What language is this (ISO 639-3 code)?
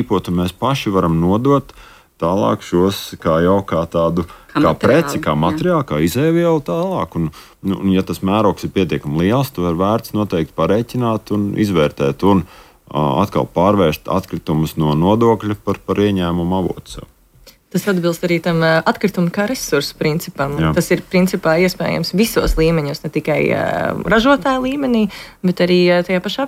lav